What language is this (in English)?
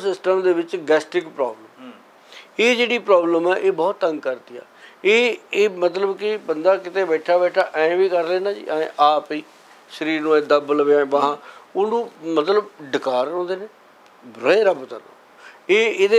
Punjabi